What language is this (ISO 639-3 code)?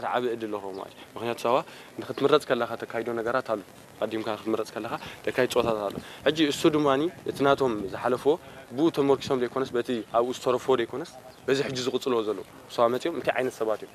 tir